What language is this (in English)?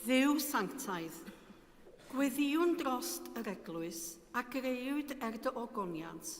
Welsh